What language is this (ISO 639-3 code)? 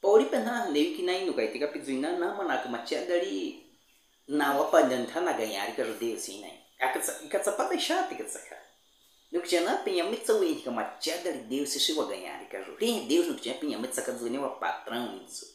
bwi